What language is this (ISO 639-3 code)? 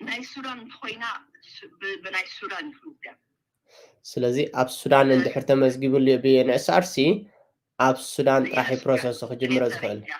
tir